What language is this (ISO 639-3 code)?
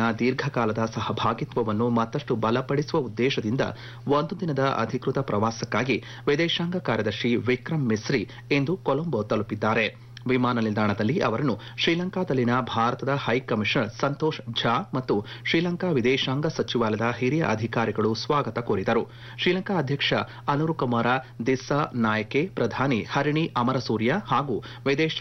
kan